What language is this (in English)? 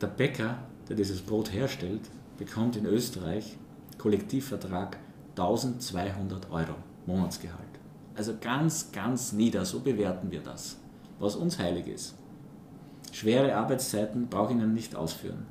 Swiss German